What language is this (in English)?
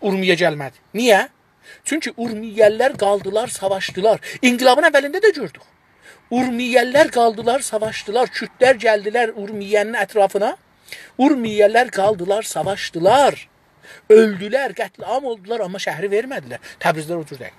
South Azerbaijani